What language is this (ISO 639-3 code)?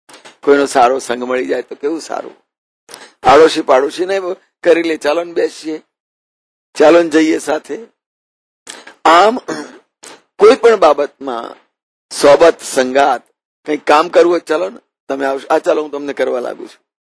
guj